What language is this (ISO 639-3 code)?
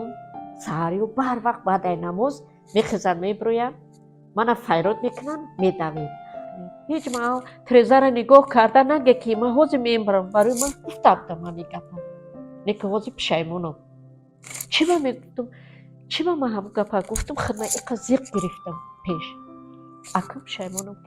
tgk